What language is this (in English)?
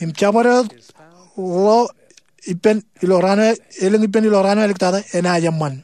Marshallese